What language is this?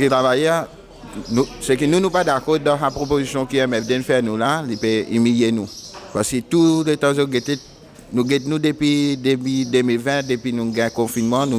Morisyen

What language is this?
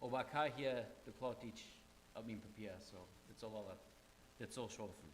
Plautdietsch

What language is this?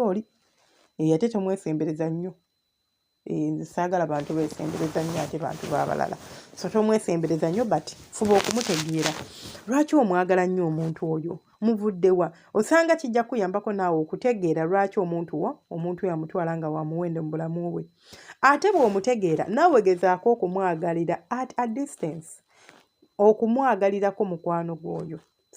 Ganda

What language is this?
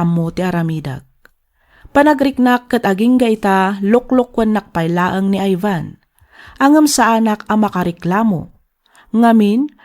Iloko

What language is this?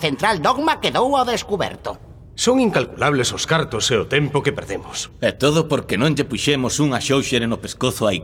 Galician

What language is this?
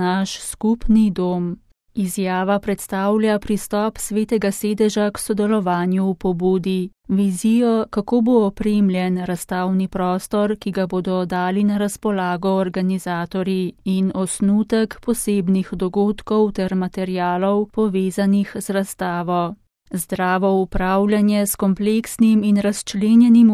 Slovenian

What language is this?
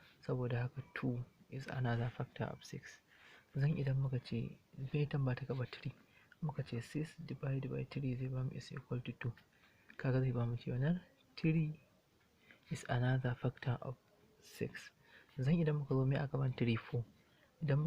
Hausa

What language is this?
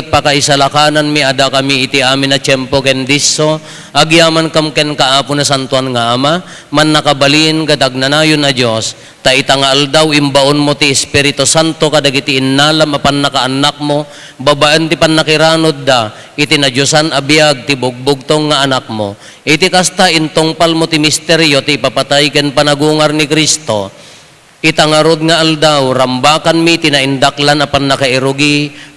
Iloko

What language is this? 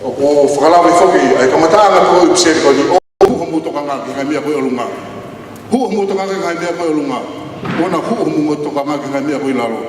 Tongan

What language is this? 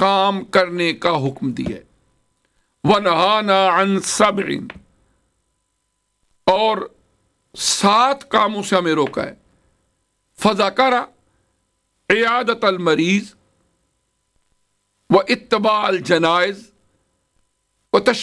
Urdu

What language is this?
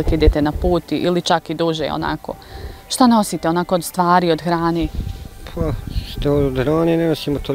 Bosnian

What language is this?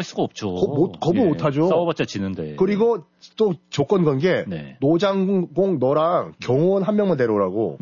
Korean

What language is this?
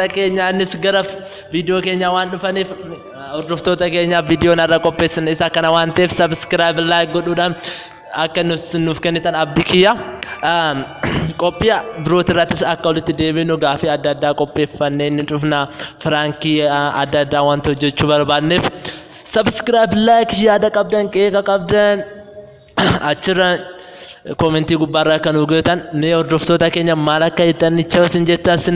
Oromo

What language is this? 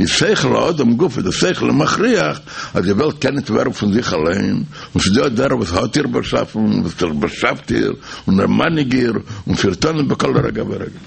Yiddish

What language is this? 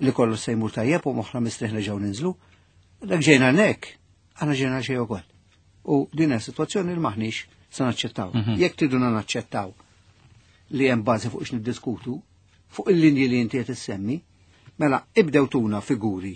Maltese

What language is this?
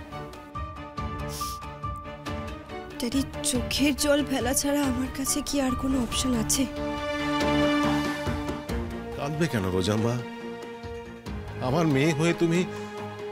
Bangla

